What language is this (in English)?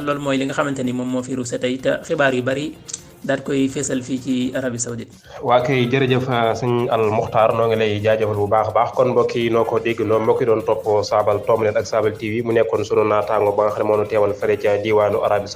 Wolof